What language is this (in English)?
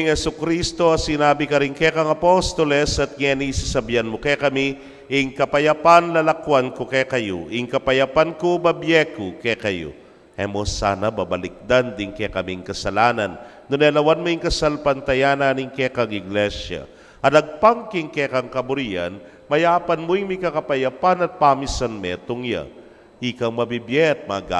Pampanga